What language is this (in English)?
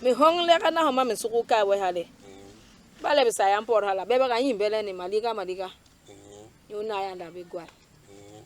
Basaa